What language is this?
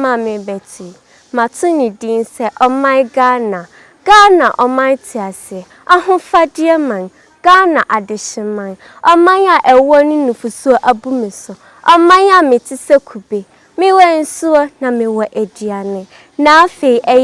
Akan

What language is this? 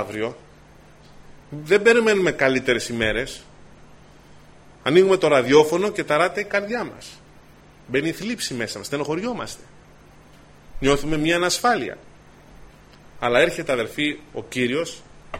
Greek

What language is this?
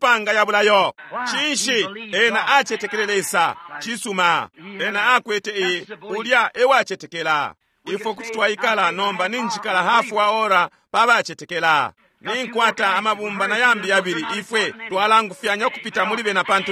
Bemba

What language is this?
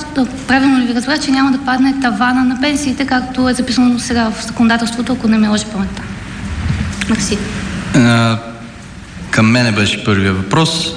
Bulgarian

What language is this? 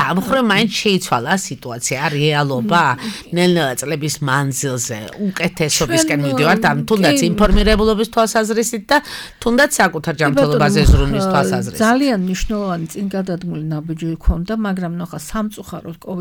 Georgian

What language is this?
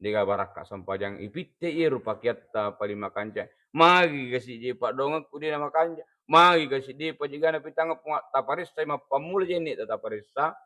Buginese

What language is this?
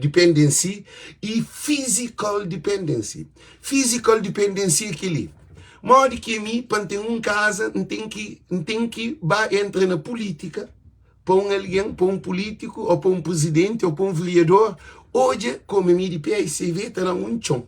Kabuverdianu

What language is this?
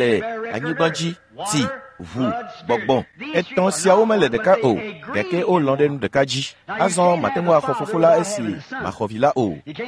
Ewe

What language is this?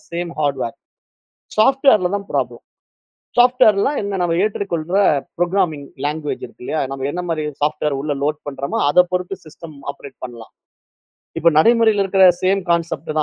Tamil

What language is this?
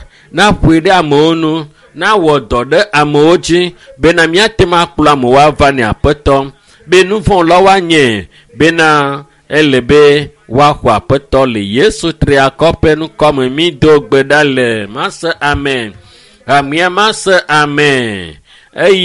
Ewe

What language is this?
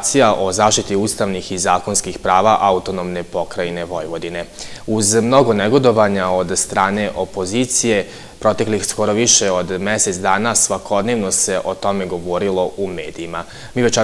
Serbian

